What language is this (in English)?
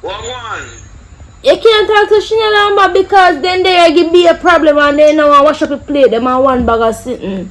Jamaican Creole English